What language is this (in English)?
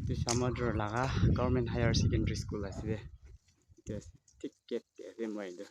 Naga Pidgin